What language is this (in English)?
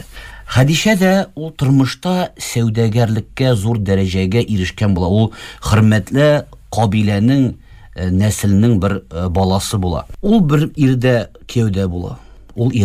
Tatar